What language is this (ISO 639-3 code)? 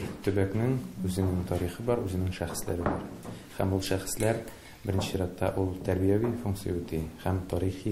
tat